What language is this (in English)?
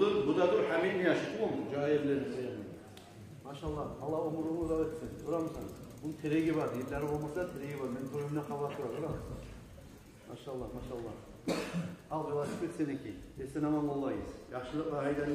Kumyk